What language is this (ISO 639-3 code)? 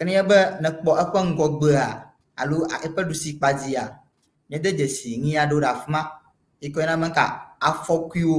ewe